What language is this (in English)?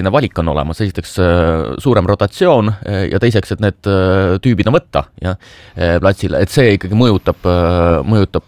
Estonian